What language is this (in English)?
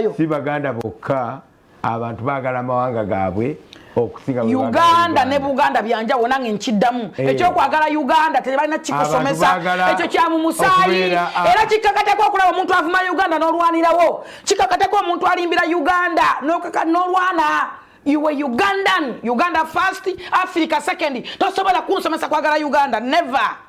Ganda